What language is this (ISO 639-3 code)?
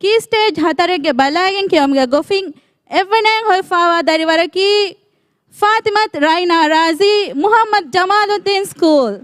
div